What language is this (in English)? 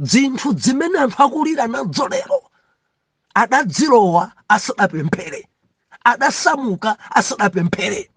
Nyanja